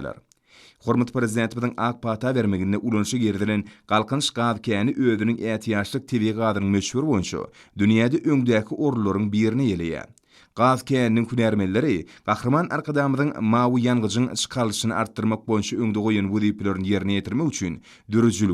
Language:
Turkmen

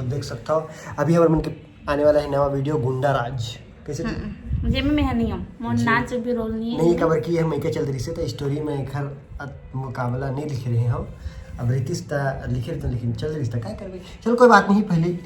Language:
Chhattisgarhi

